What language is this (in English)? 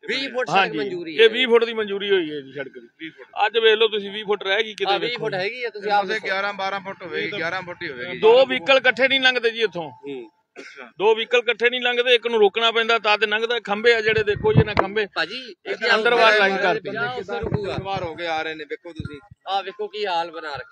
Punjabi